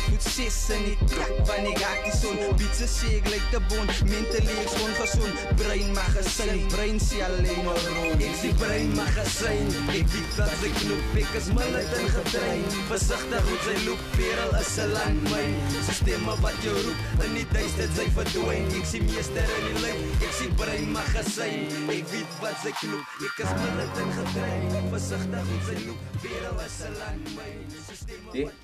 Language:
Afrikaans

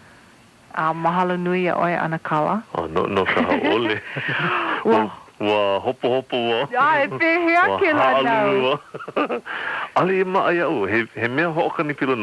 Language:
Hawaiian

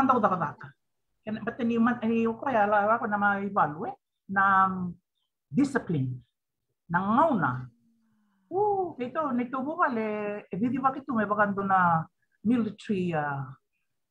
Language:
Fijian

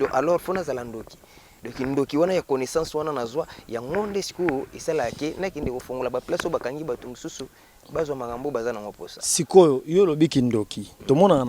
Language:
Lingala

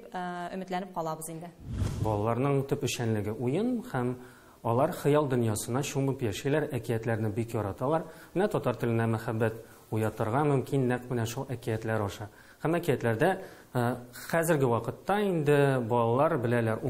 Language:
Tatar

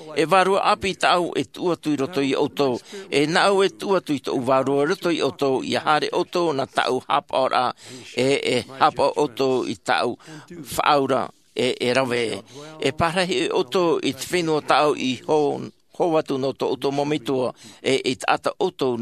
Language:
Tahitian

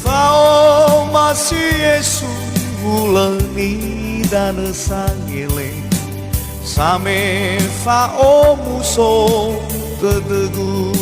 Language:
Nias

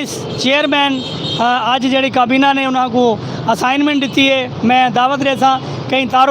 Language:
Saraiki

